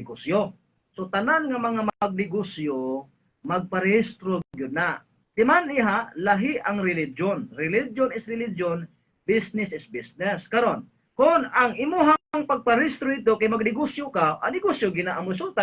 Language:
Cebuano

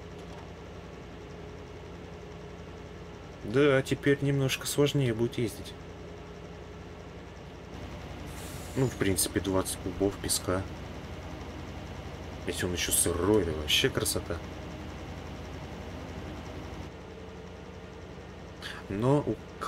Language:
Russian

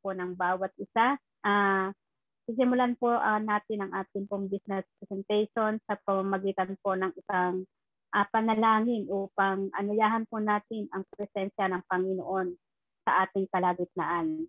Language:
Filipino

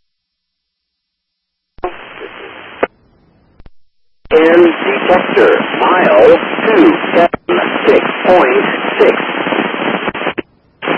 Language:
English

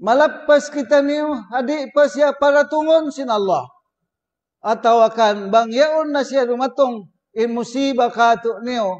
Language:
Tausug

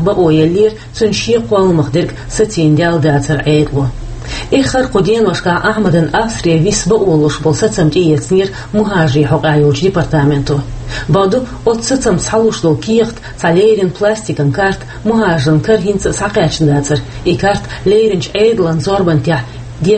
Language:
Chechen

